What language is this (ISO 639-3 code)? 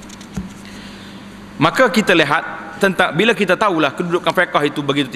msa